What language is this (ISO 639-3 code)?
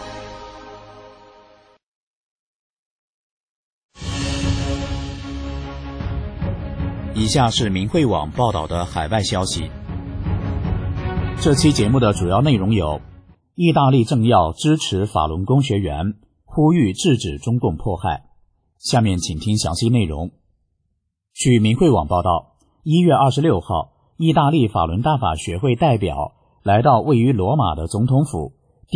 zho